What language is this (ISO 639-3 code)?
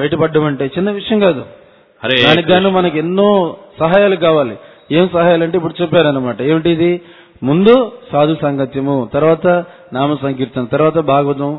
tel